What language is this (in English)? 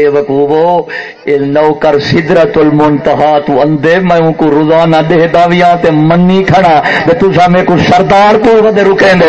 Saraiki